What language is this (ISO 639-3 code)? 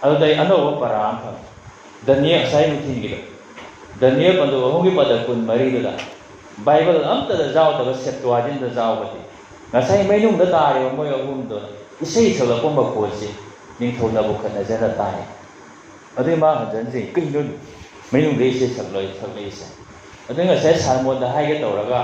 mni